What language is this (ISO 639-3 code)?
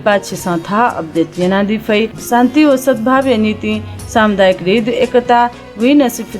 new